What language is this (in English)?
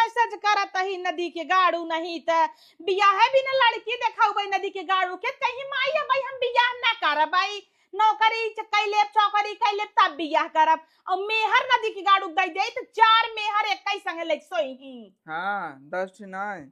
Awadhi